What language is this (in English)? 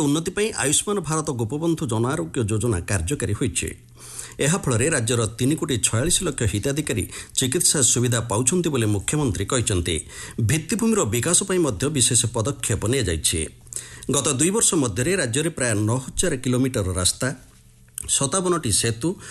Odia